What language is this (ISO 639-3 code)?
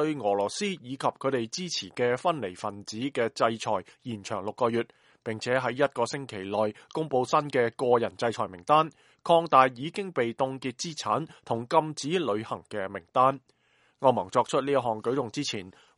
yue